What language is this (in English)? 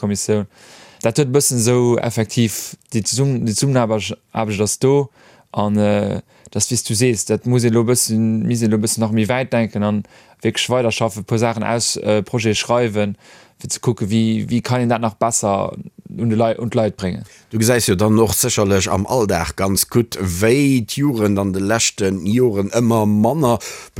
Luxembourgish